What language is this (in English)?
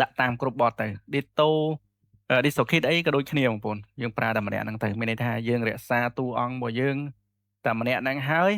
Khmer